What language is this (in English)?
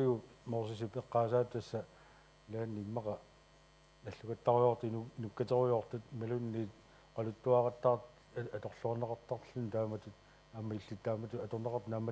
Kalaallisut